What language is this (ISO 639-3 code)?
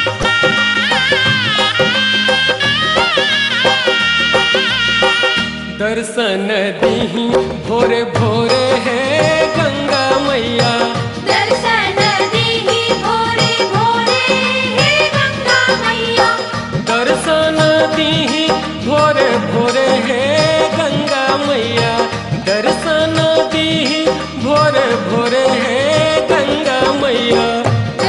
bho